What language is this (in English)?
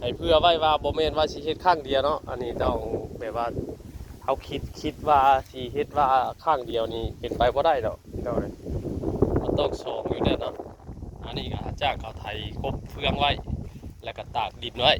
Northeastern Thai